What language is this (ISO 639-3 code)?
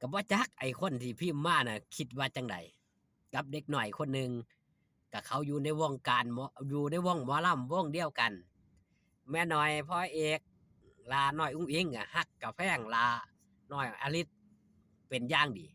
tts